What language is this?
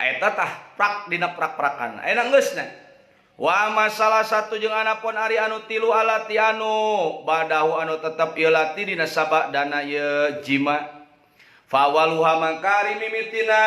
Sundanese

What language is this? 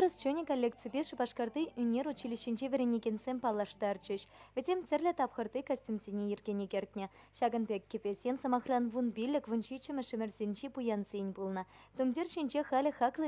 Chuvash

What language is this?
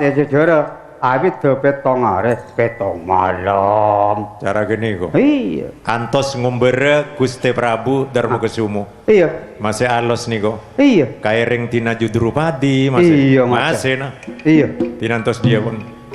Madurese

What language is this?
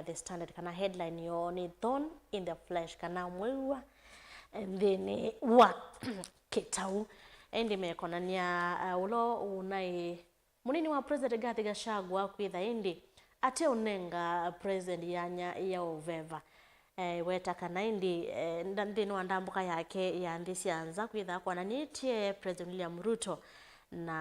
Kamba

